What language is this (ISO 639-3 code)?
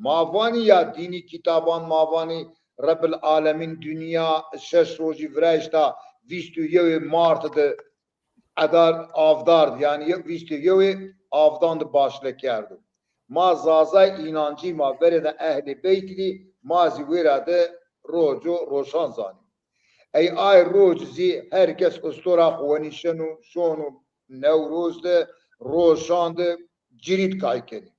zza